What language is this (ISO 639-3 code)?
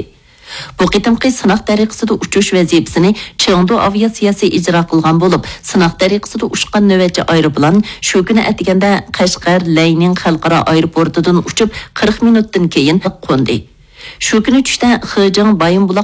uig